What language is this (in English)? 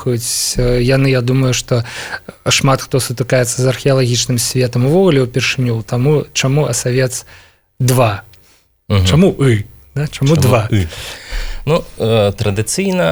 Belarusian